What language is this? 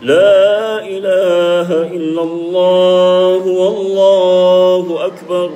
Makasar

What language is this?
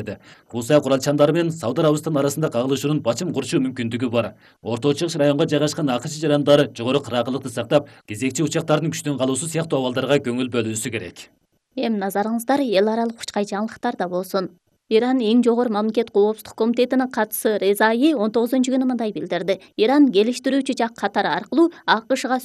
Kyrgyz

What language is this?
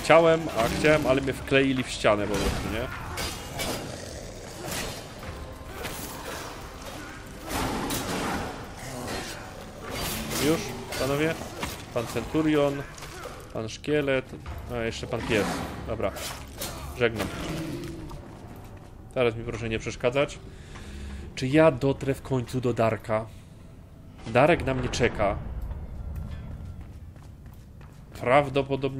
Polish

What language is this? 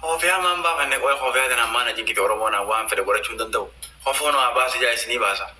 Oromo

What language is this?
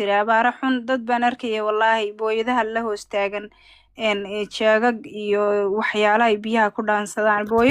Somali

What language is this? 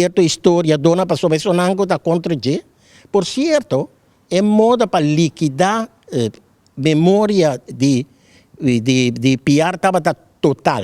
Papiamento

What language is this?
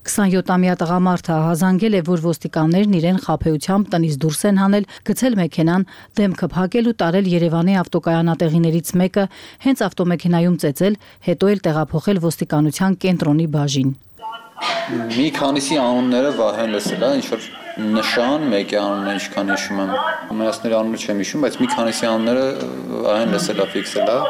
Armenian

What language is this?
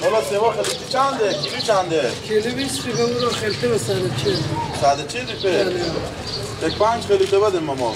Persian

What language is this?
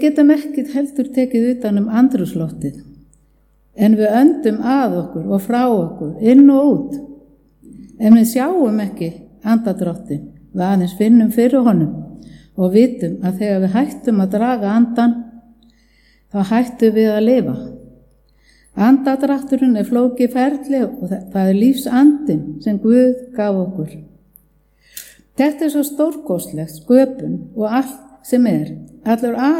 Icelandic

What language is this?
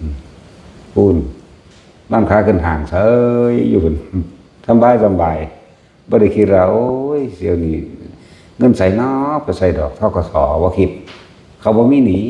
Northeastern Thai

